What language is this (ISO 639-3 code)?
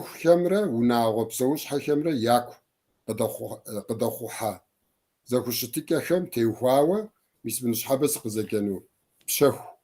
kbd